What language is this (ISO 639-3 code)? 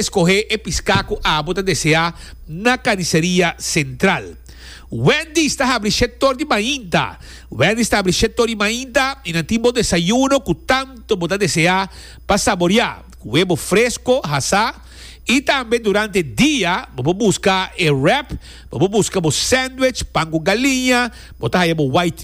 pap